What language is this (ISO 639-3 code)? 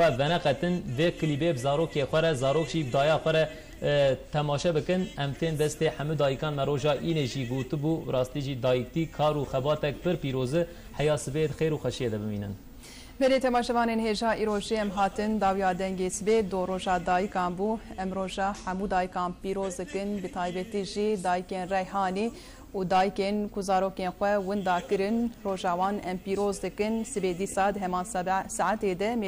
kur